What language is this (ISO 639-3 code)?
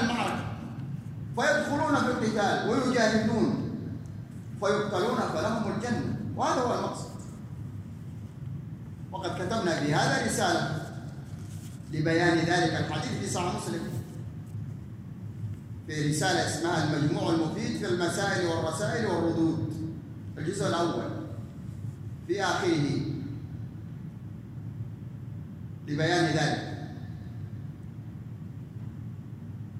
ara